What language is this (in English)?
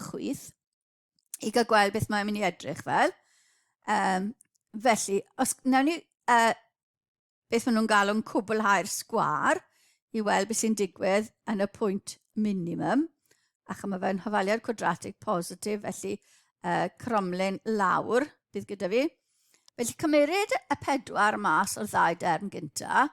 Welsh